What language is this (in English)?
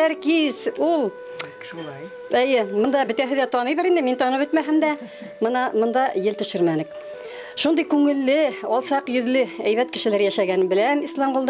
Bashkir